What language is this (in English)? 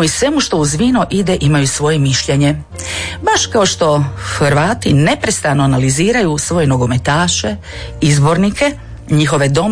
Croatian